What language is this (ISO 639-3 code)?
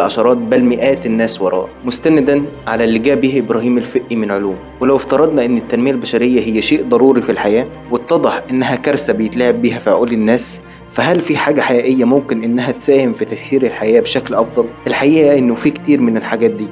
arz